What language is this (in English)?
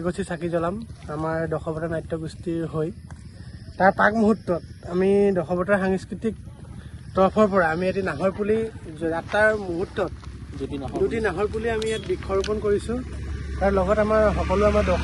Assamese